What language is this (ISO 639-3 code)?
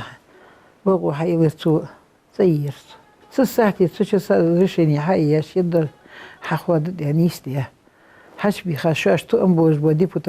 inh